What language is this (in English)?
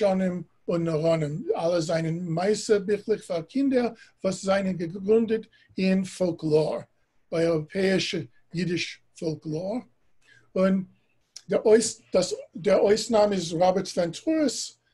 Yiddish